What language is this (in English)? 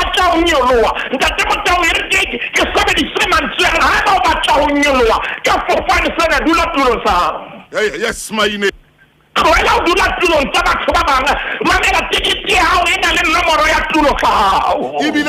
Southern Sotho